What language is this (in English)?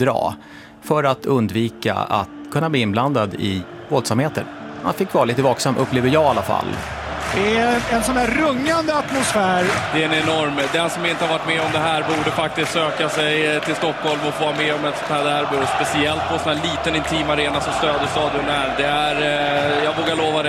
Swedish